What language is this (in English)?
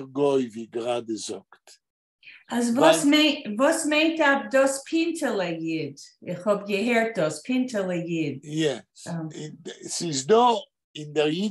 Yiddish